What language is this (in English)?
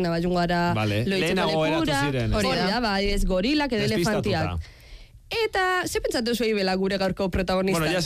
Basque